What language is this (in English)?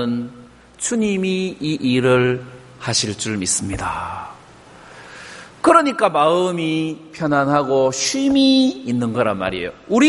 Korean